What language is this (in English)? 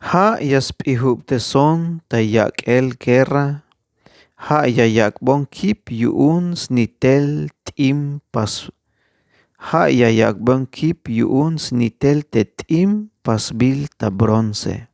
Tzeltal